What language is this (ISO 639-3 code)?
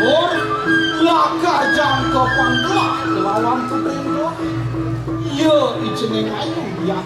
ban